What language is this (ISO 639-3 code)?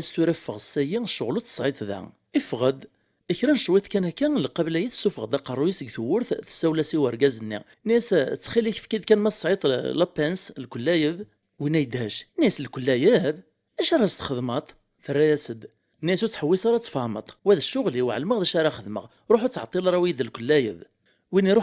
kab